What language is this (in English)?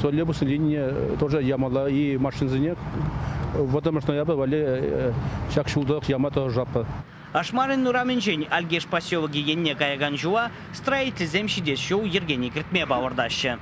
Chuvash